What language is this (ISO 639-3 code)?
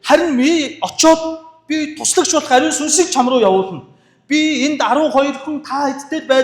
mon